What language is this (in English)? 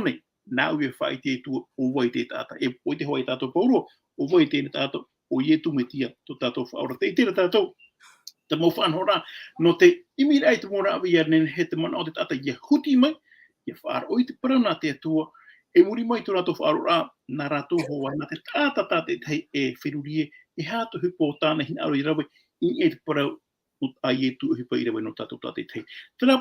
Tahitian